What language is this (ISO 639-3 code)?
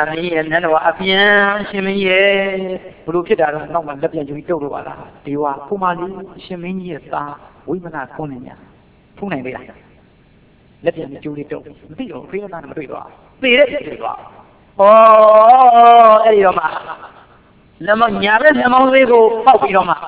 mya